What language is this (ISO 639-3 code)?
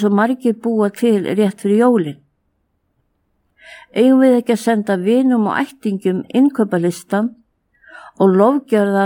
isl